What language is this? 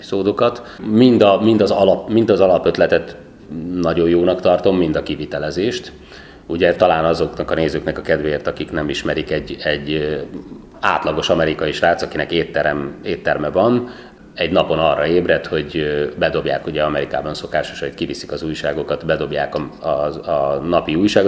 Hungarian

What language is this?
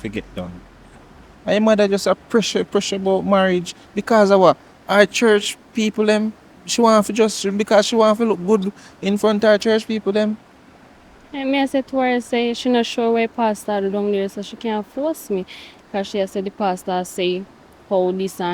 Jamaican Creole English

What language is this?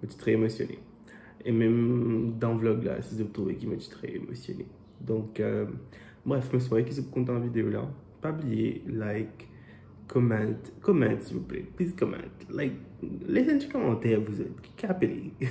Morisyen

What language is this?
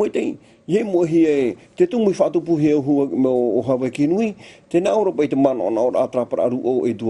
Tahitian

